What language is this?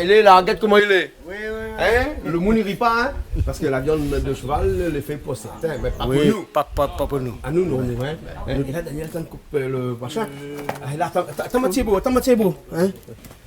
Réunion Creole French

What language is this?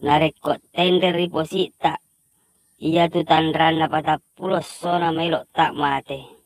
Buginese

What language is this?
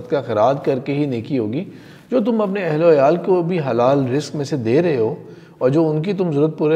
Urdu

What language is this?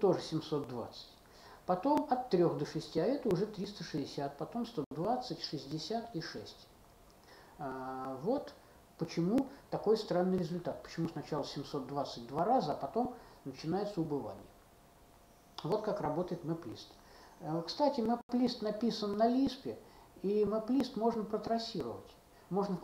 Russian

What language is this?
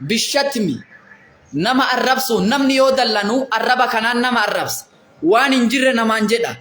Oromo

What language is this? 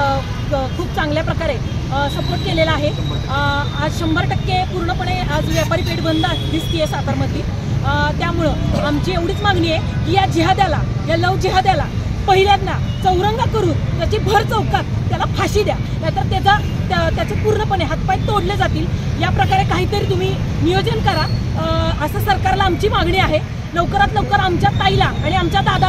Marathi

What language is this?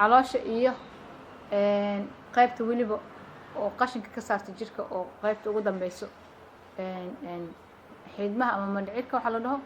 Somali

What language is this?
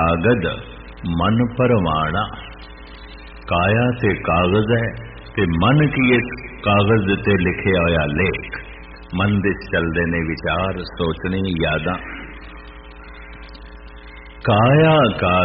Punjabi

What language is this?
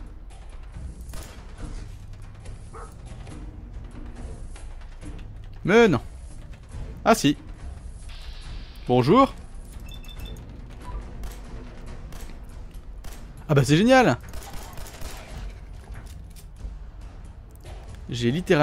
French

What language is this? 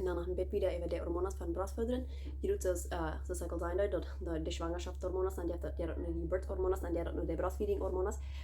Plautdietsch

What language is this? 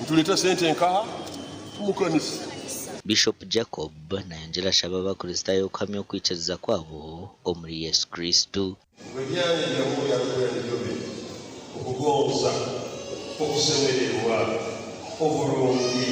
Nyankole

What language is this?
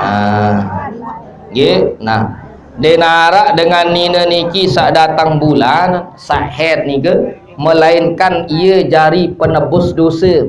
Sasak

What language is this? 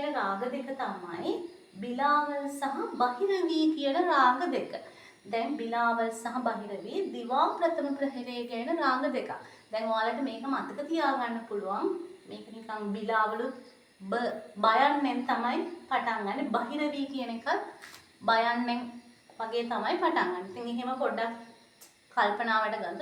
Sinhala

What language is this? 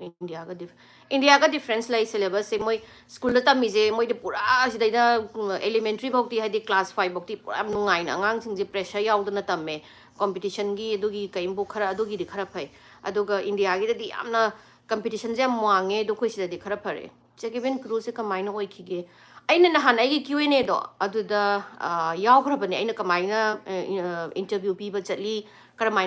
Manipuri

